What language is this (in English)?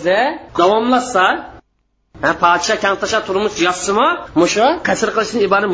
Uyghur